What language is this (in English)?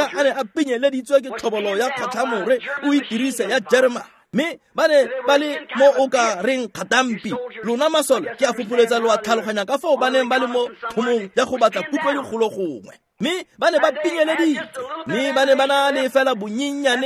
Tswana